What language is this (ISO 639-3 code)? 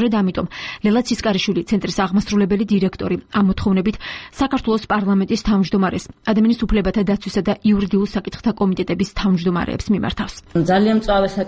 kat